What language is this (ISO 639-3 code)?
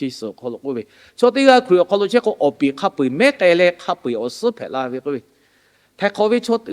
lhu